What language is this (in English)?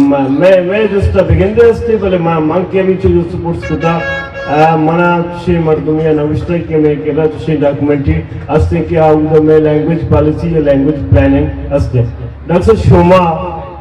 Eastern Balochi